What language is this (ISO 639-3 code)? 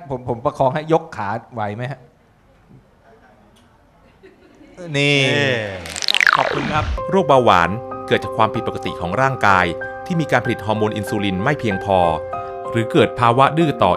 tha